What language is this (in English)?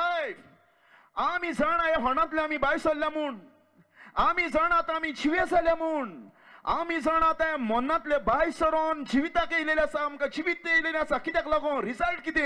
Konkani